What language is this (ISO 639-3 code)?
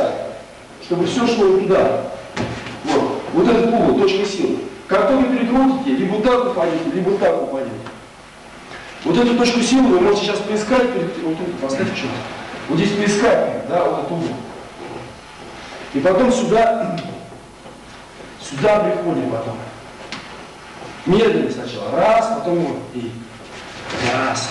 rus